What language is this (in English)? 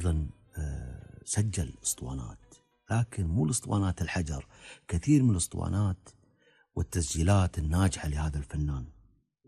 Gulf Arabic